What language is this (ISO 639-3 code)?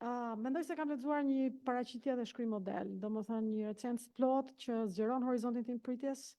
sqi